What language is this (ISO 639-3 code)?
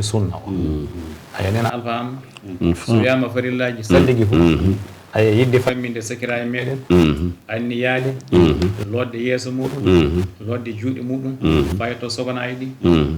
ful